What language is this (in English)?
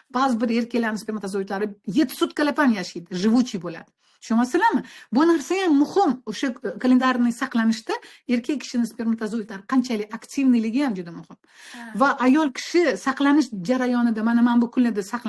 Uzbek